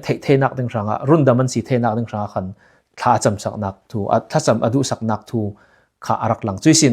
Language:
Falam Chin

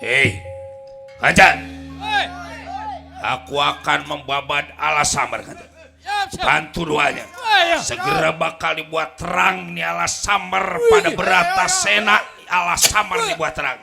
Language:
Betawi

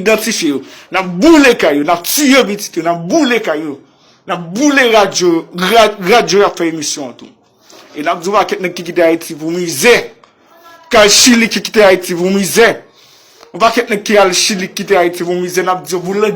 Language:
Haitian Creole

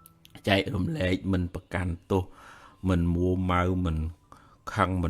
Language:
Khmer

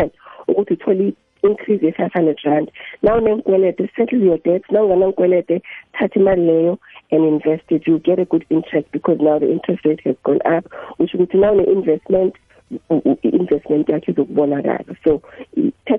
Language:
South Ndebele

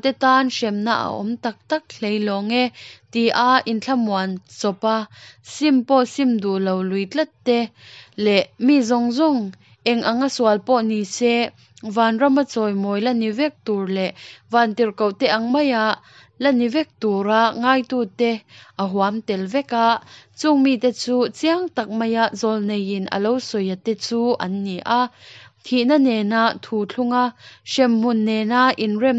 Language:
Mizo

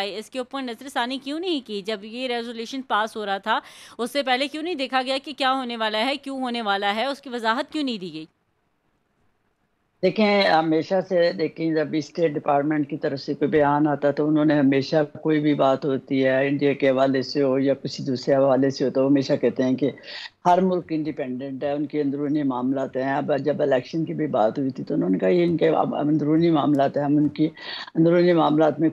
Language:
Urdu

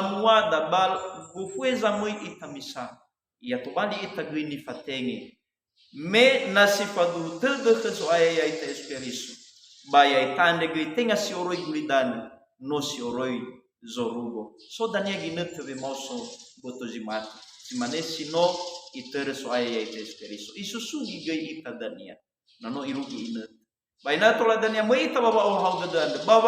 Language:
Nias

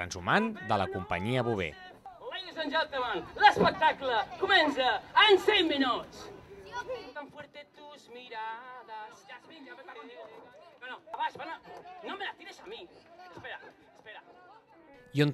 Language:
Catalan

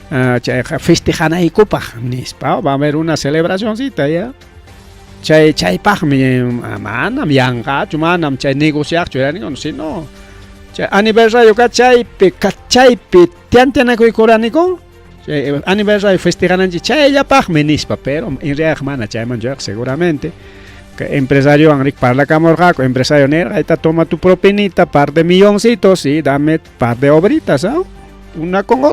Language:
Ayacucho Quechua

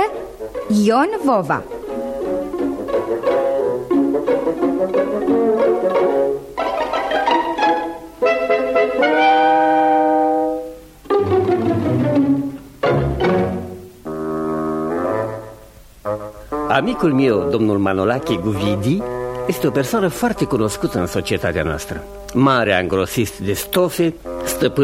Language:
Romanian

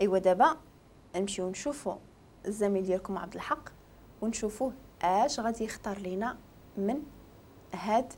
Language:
Moroccan Arabic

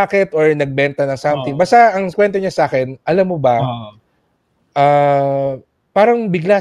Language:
Filipino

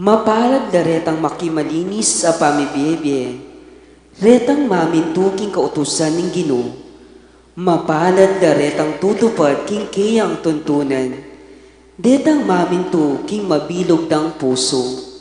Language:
Pampanga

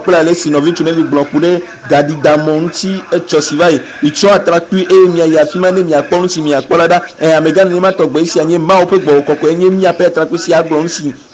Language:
Ewe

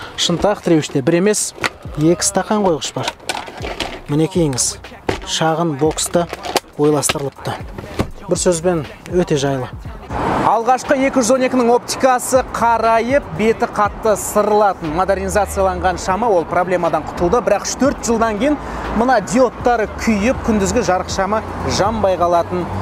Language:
Kazakh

